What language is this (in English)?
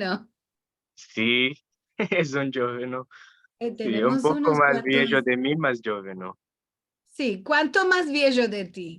Ladino